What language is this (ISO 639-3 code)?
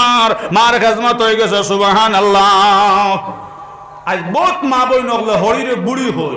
syl